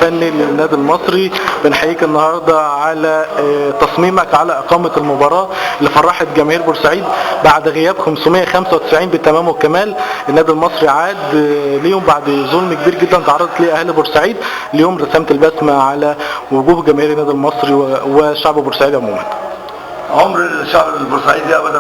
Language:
Egyptian Arabic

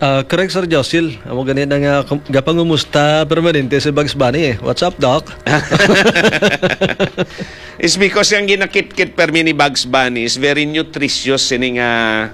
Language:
Hiligaynon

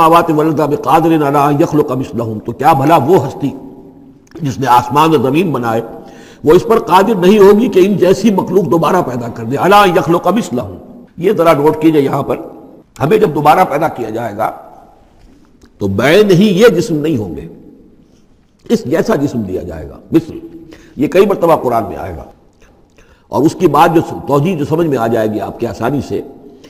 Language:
Urdu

